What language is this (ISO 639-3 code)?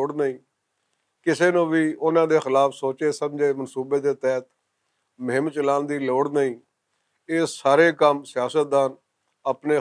lah